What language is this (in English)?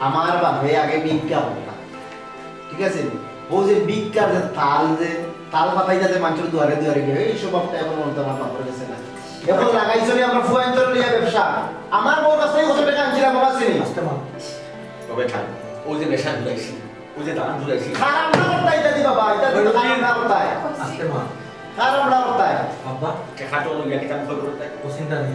Sylheti